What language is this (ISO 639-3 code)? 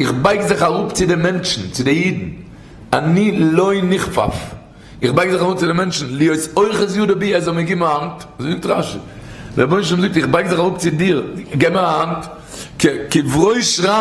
yid